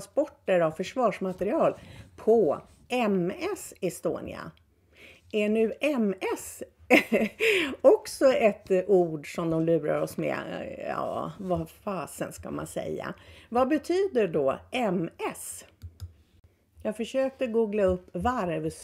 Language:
Swedish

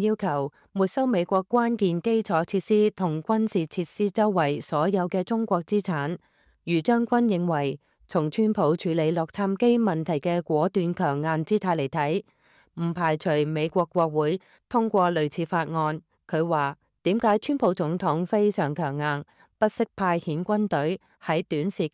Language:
Cantonese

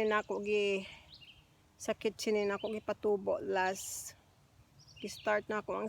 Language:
Cebuano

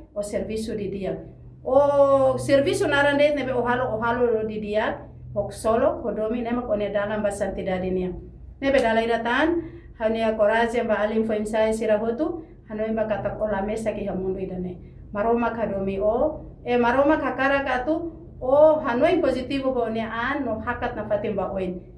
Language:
Tetum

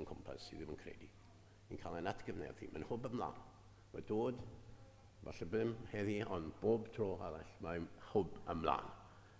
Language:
Welsh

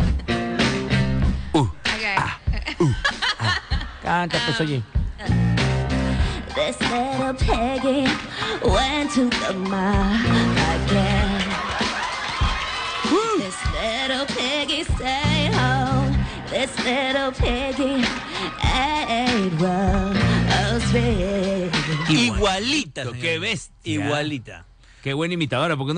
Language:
Spanish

